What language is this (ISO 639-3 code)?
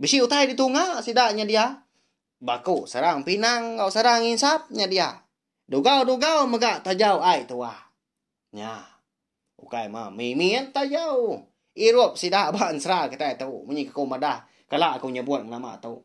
iba